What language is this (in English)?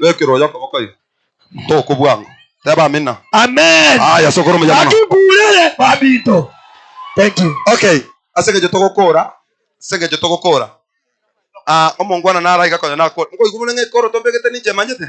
Gusii